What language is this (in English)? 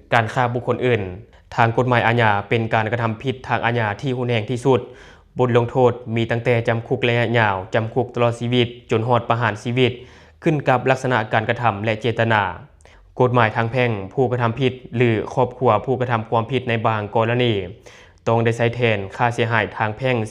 Lao